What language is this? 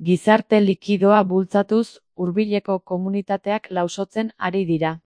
Basque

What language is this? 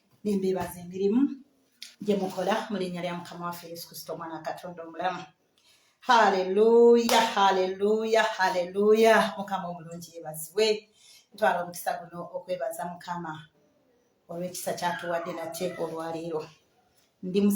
Ganda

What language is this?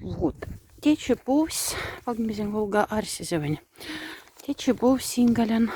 Moksha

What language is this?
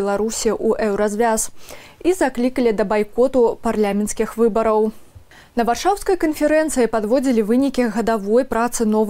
Belarusian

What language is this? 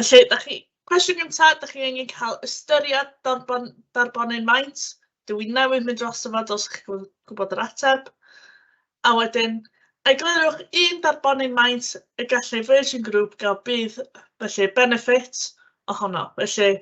Welsh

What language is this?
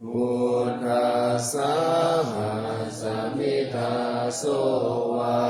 Pali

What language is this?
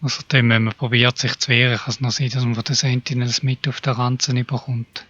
Swiss German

